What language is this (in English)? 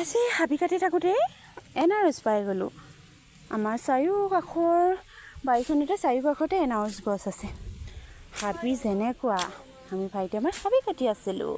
Assamese